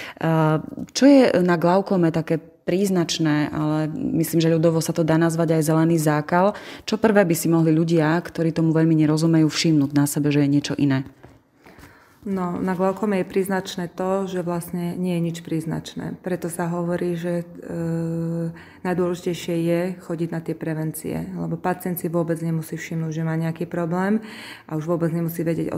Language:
Slovak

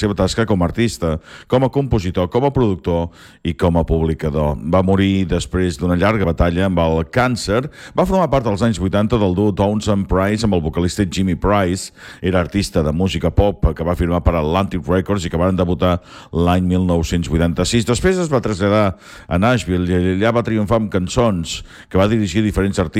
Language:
Catalan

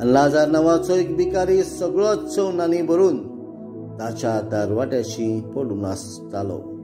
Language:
Konkani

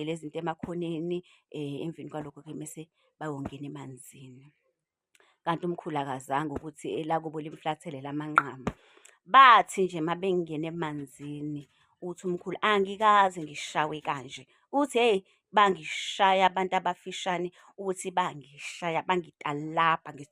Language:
Zulu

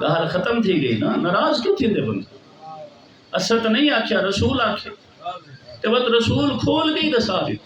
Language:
Saraiki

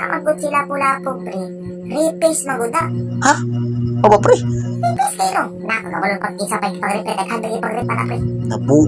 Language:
Cebuano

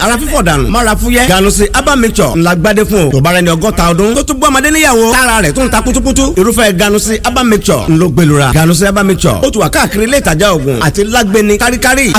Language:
Yoruba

